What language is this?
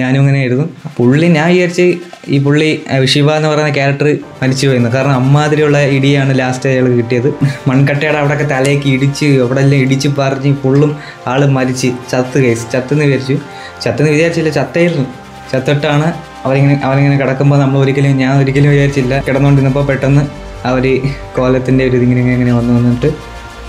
Malayalam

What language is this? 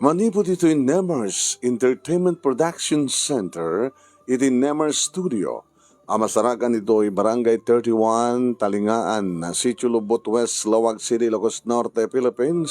Iloko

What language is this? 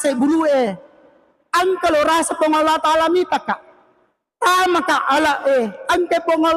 Buginese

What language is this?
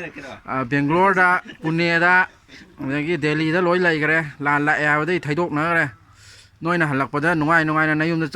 Manipuri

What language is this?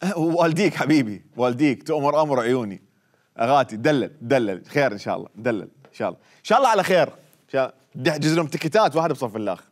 Mesopotamian Arabic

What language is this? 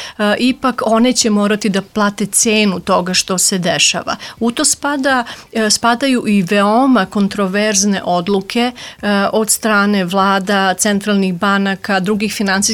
Serbian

